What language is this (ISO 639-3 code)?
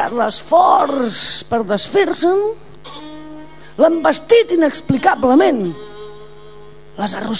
cat